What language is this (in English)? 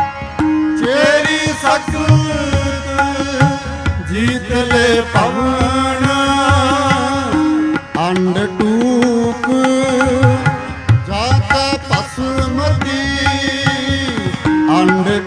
Punjabi